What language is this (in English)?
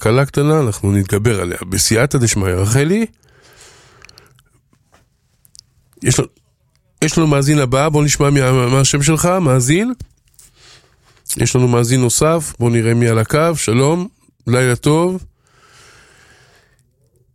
Hebrew